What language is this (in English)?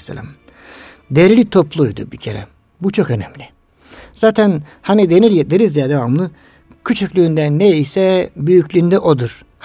Turkish